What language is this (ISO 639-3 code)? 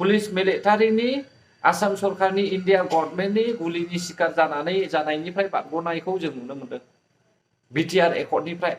brx